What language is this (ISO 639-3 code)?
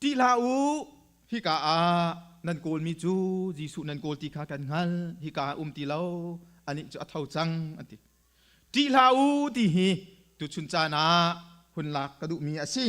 cnh